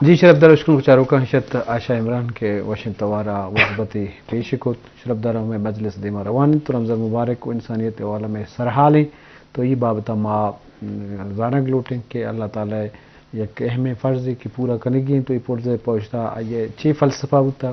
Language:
Eastern Balochi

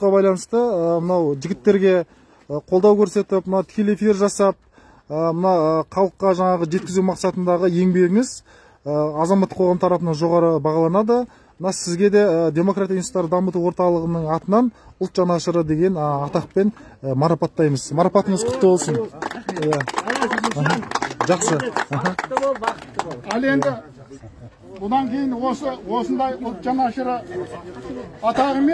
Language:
Kazakh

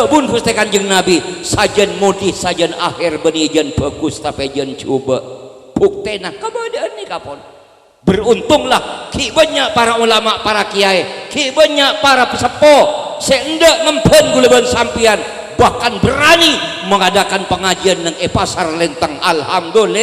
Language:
Madurese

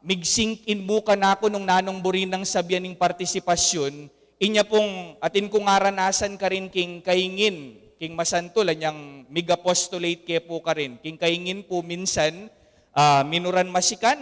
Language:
Pampanga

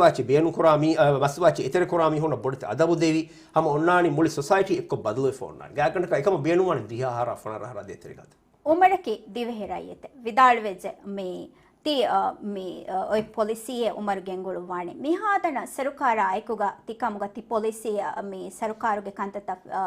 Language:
Divehi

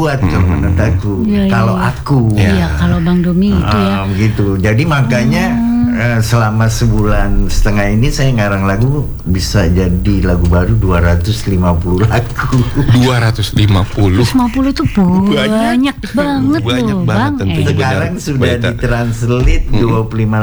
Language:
Indonesian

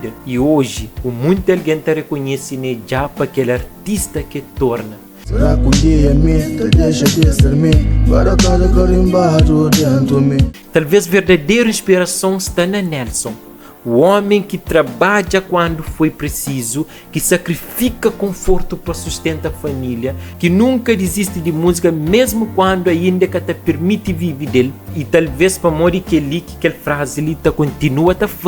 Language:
Kabuverdianu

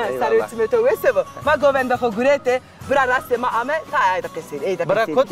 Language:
Zaza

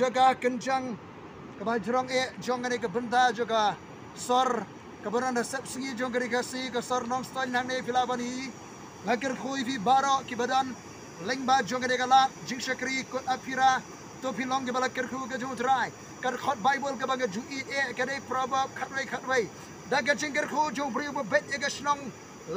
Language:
Khasi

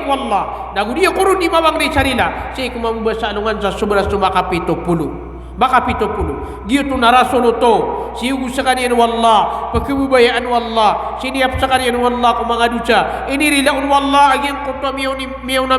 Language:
Maranao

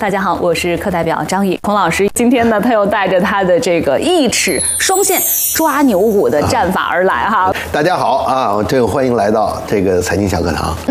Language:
Chinese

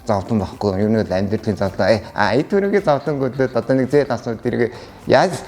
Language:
Mongolian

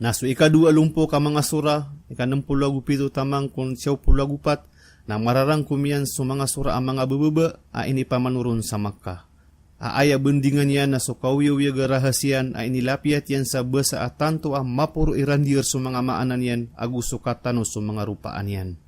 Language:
Maranao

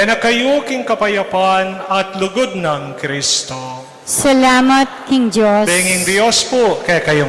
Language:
Pampanga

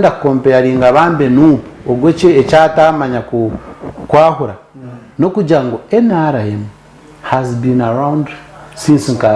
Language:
Nyankole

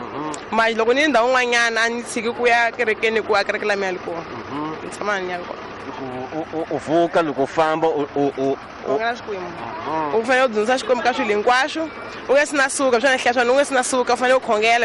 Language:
Tsonga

